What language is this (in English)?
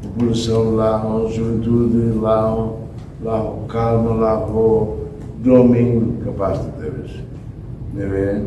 Tetum